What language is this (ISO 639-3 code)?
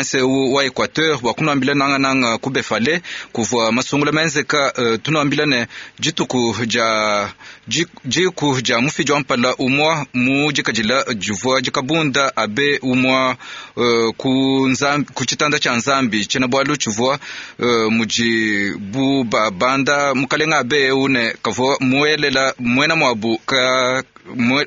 lua